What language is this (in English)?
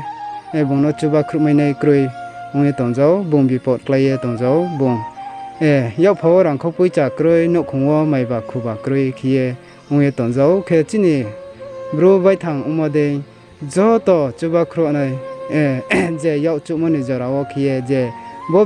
Riang (India)